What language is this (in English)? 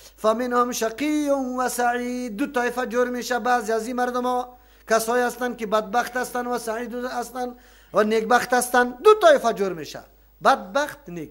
Persian